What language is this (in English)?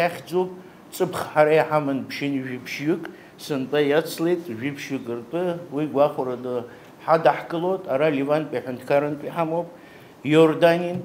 Abkhazian